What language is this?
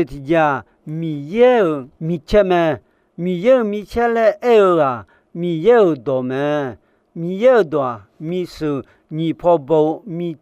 Akha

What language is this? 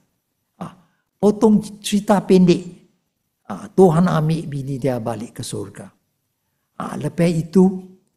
Malay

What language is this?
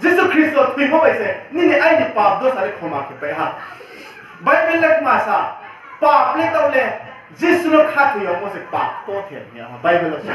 Riang (India)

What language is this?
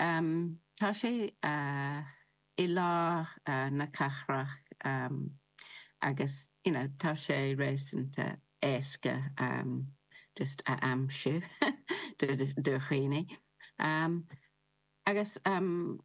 Irish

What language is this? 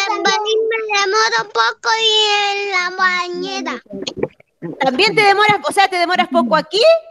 Spanish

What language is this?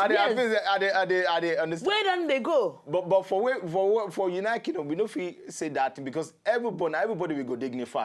Nigerian Pidgin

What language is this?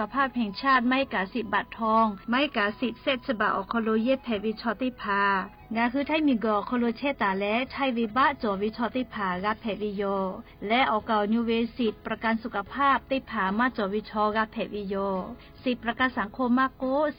Lahu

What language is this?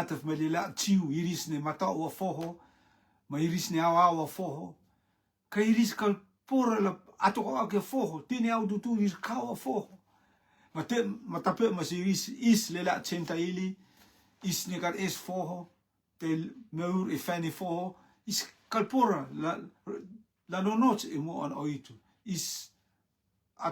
Rotuman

